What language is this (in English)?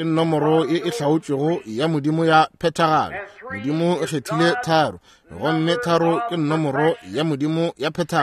Northern Sotho